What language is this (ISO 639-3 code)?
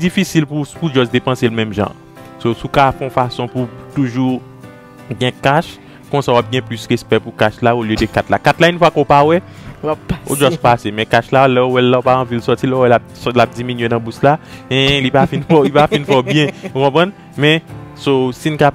hat